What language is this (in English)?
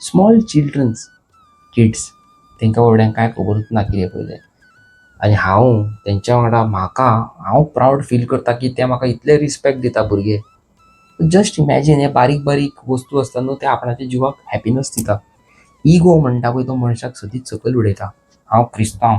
Konkani